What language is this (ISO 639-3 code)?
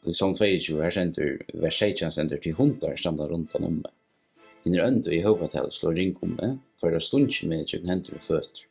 fao